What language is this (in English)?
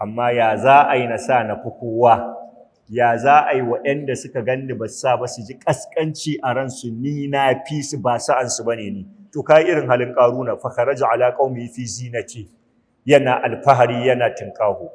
Hausa